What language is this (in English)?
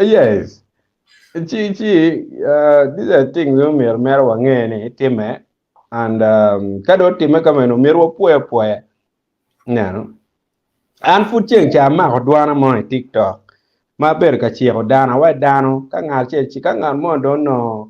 Acoli